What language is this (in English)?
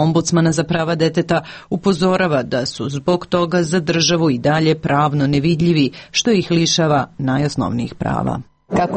Serbian